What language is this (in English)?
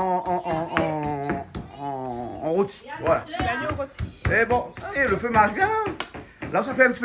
Réunion Creole French